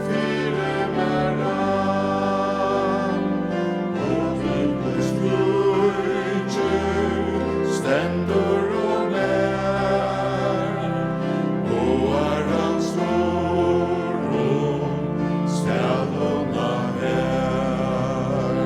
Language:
Faroese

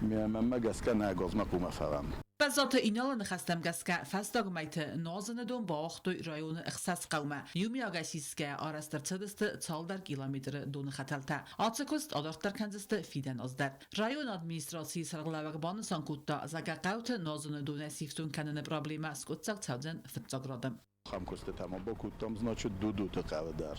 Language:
Ossetic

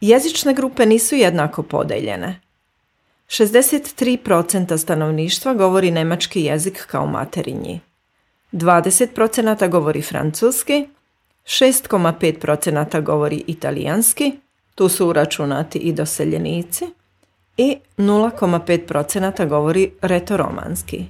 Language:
Serbian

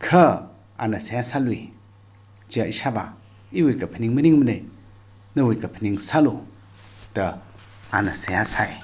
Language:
Tangkhul Naga (India)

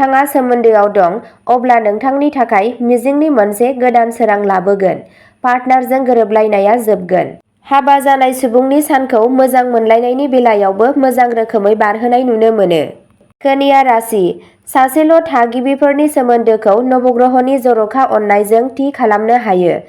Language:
Bodo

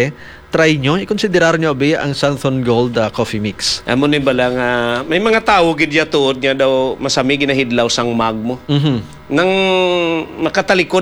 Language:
Hiligaynon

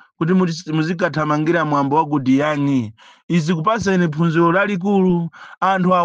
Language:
Nyanja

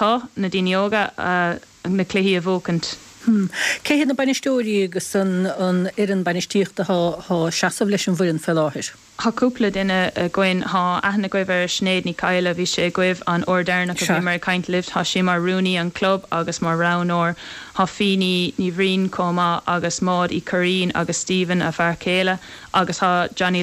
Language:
Irish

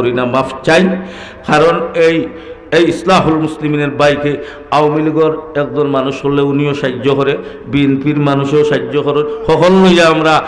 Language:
Sylheti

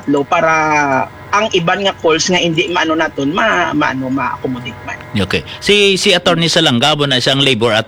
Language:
Hiligaynon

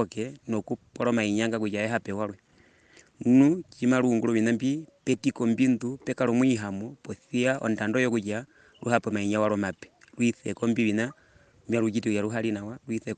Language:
Herero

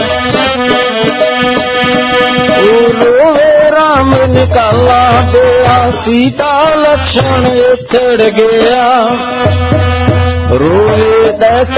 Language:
Punjabi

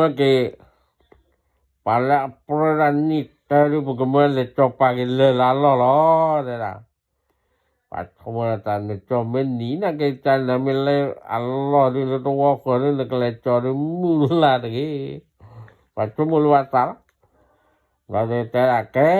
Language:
S'gaw Karen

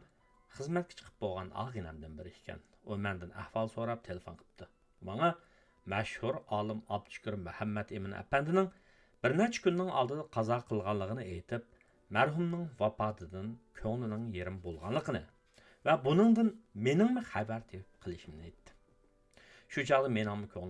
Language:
Uyghur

